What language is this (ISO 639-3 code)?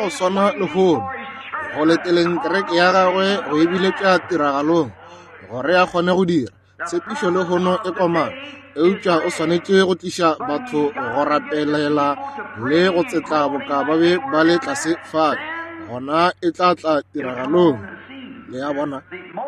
nso